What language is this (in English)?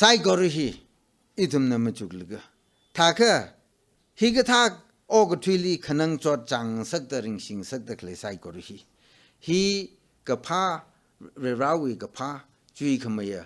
Tangkhul Naga (India)